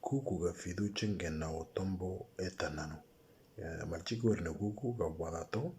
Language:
Moro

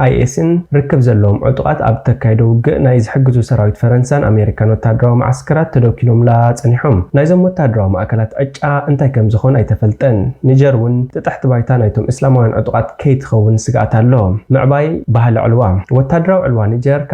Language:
Tigrinya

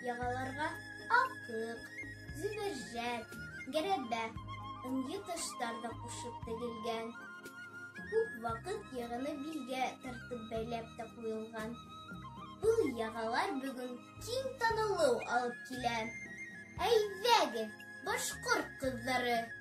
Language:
Bashkir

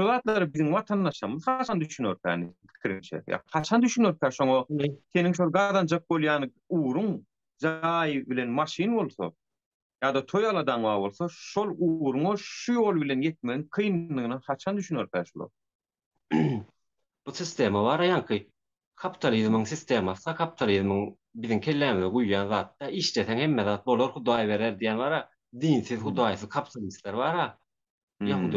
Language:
Turkmen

